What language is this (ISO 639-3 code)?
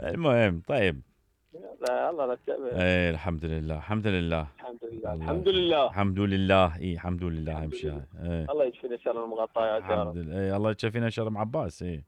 acm